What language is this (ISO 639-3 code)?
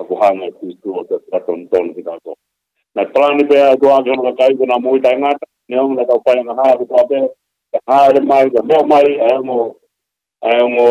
ton